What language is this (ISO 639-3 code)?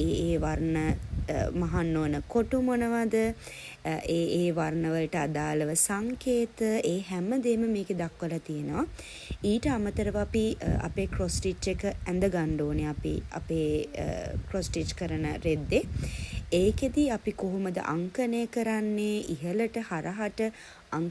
sin